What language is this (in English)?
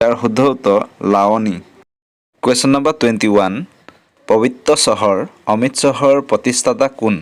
Assamese